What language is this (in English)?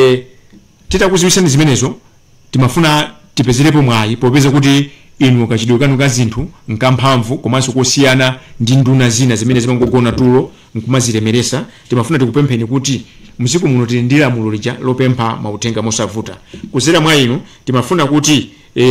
Nyanja